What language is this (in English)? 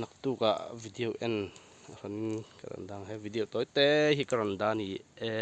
Mizo